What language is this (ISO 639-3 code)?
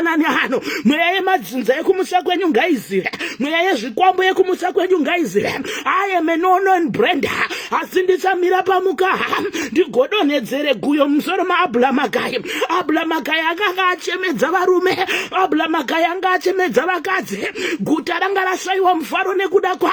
sna